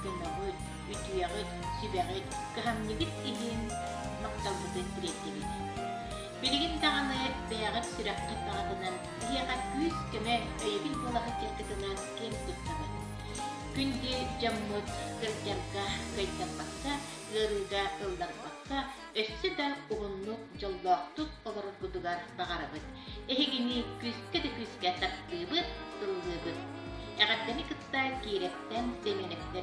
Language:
Yakut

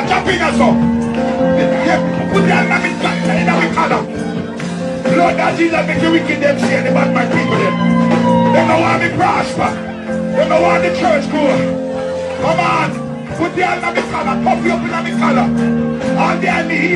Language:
Jamaican Creole English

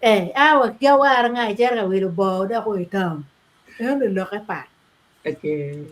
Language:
Acoli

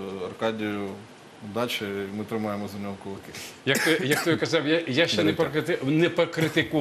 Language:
Ukrainian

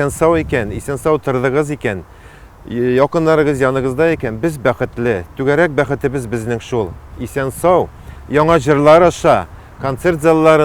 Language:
Tatar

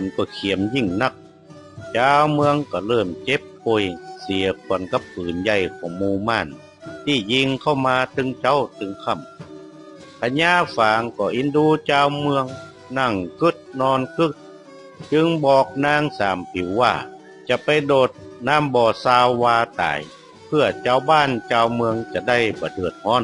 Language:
Northern Thai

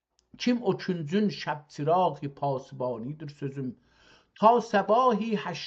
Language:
South Azerbaijani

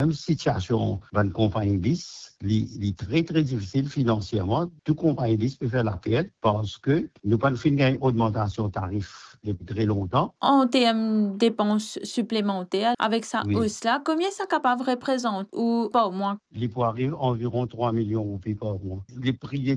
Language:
Morisyen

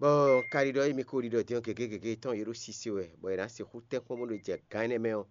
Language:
Fon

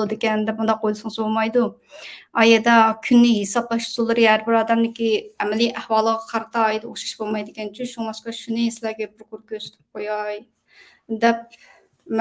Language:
Uyghur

